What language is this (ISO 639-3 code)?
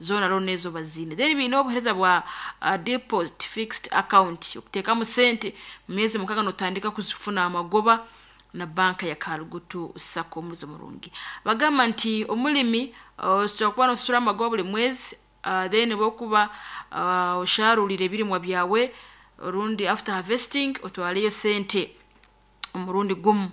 nyn